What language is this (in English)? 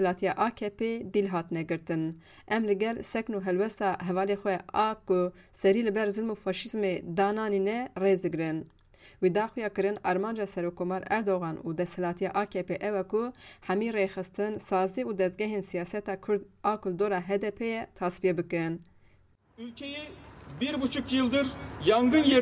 Kurdish